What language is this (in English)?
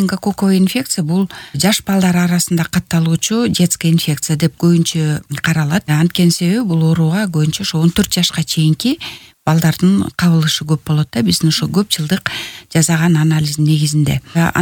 Kyrgyz